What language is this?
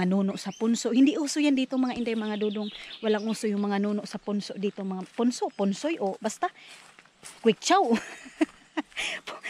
Filipino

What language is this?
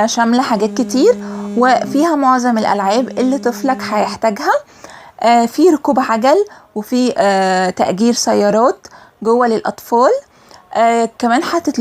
Egyptian Arabic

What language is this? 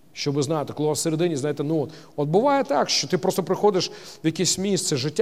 Ukrainian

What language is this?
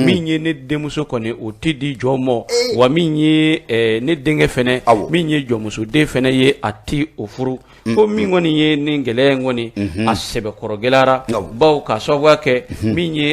Bambara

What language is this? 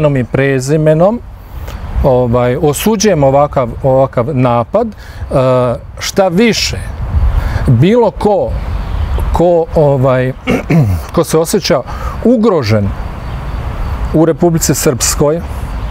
Bosnian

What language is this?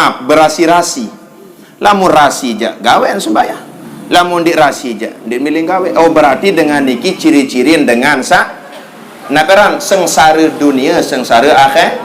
Sasak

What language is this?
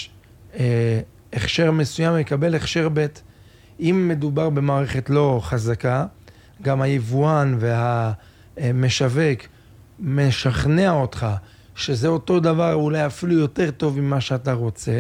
Hebrew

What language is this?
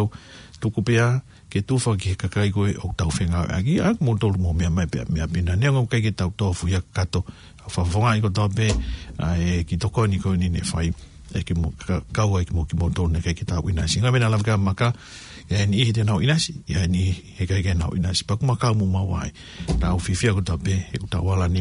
Tongan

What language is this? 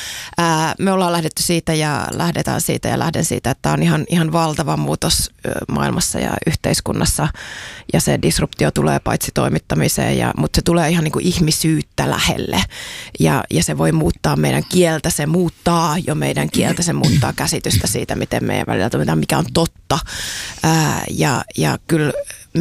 Finnish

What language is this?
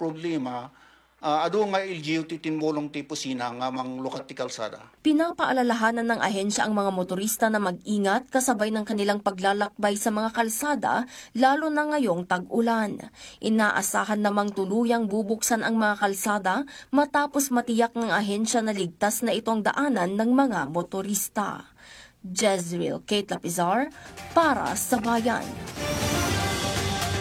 Filipino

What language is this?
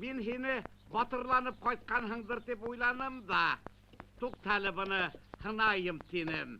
Bashkir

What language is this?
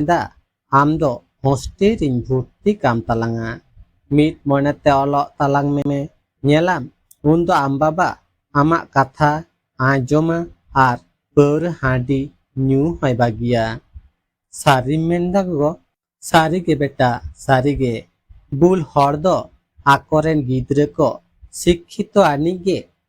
Santali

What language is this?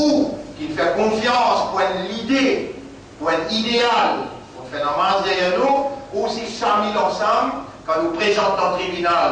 Morisyen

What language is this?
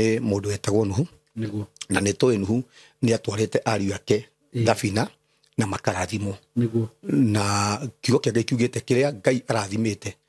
Kikuyu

